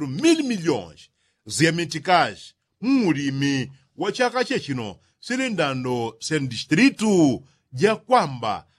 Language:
Yao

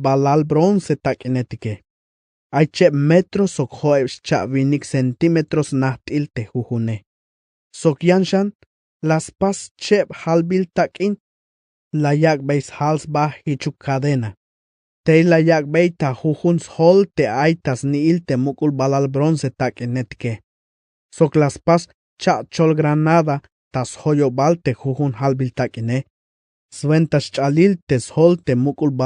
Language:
Tzeltal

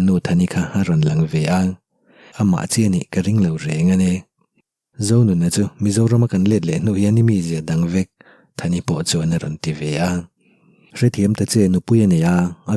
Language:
Mizo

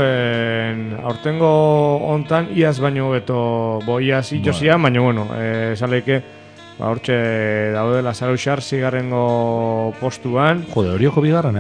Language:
Basque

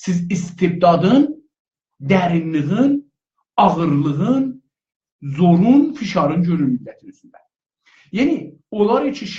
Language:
South Azerbaijani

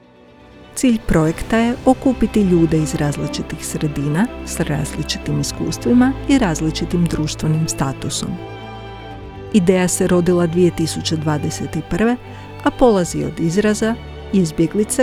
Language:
Croatian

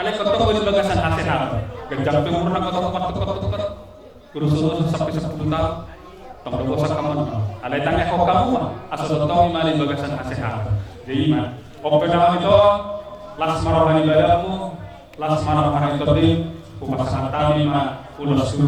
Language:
Batak Toba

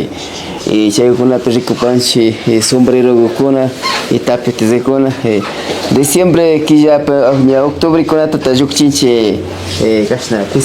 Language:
Imbabura Highland Quichua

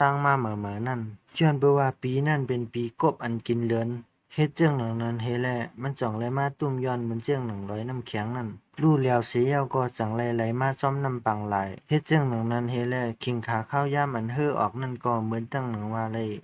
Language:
Shan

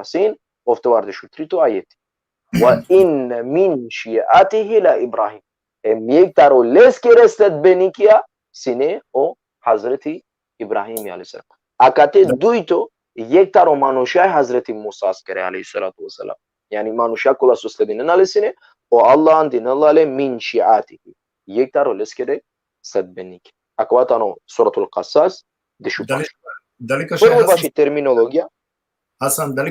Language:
Balkan Romani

